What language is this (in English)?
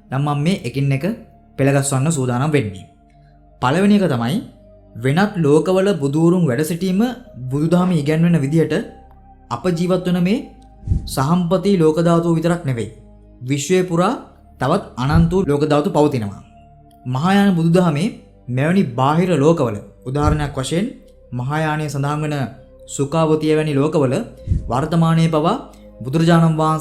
Sinhala